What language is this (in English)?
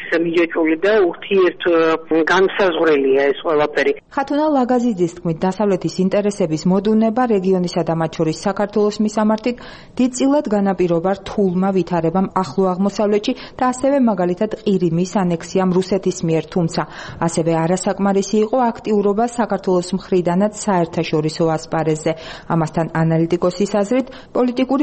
Georgian